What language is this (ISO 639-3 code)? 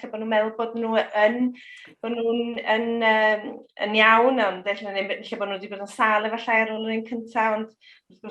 cym